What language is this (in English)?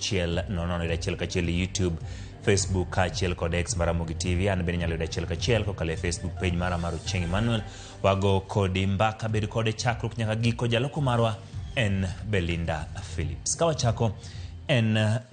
Luo (Kenya and Tanzania)